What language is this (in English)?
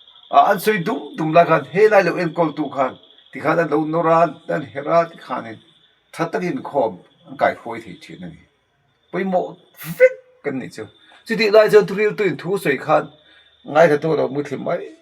Mizo